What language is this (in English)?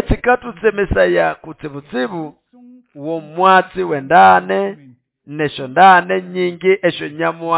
Nande